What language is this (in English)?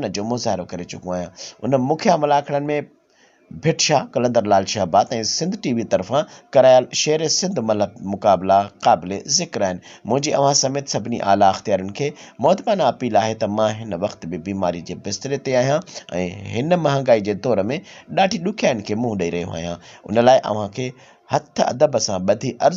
Sindhi